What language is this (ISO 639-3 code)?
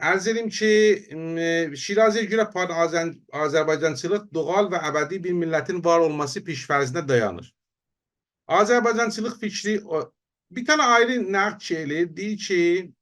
azb